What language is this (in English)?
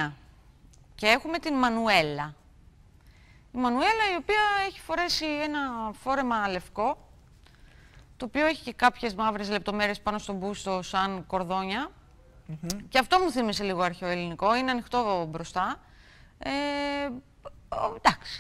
Greek